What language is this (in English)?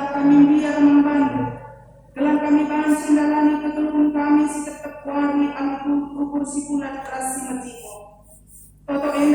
Batak Karo